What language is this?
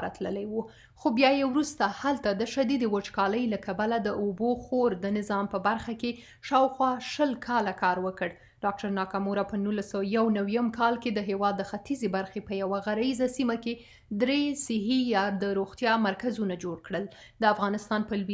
Pashto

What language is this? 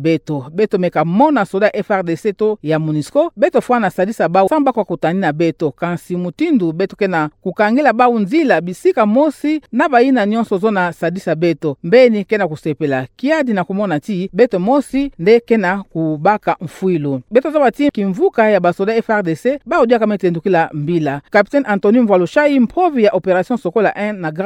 Kituba (Democratic Republic of Congo)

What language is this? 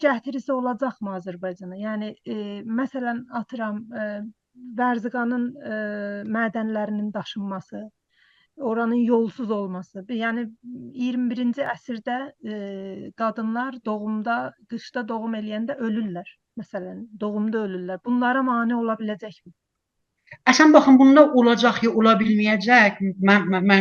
South Azerbaijani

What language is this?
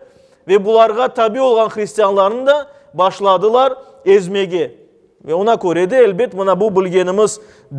Crimean Tatar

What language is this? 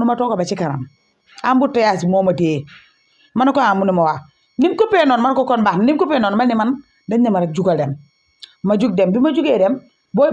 Wolof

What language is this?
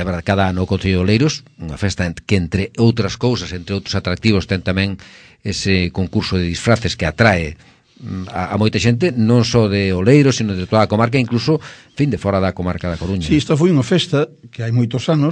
Galician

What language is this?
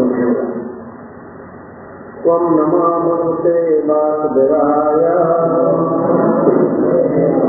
Odia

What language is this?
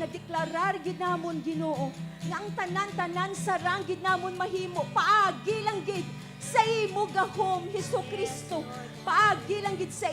Hiligaynon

